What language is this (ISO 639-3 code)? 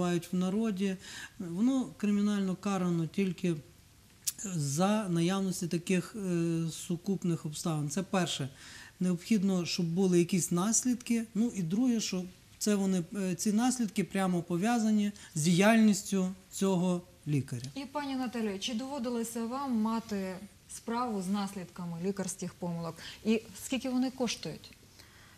ukr